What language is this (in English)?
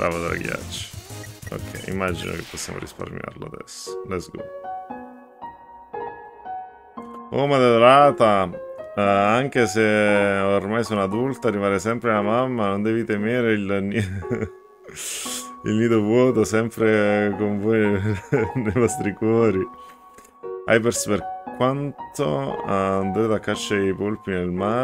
Italian